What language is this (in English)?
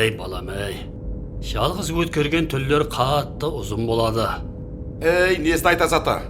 Kara-Kalpak